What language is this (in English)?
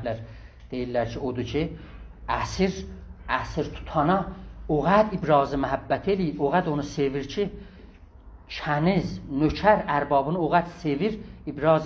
South Azerbaijani